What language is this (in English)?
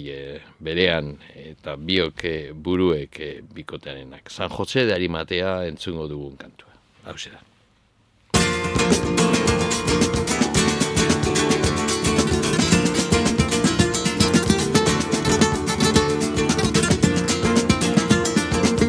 Basque